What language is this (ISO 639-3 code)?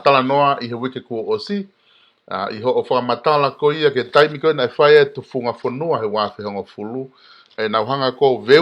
ton